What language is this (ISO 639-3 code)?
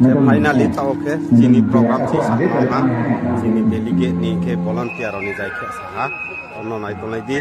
ria